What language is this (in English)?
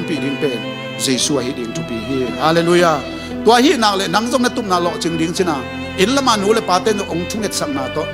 Tedim Chin